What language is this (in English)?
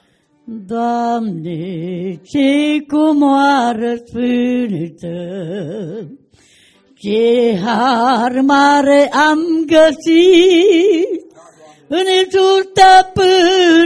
Romanian